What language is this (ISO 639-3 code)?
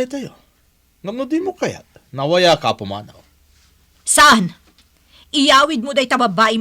ilo